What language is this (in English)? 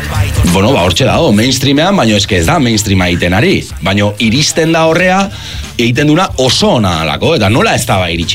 Basque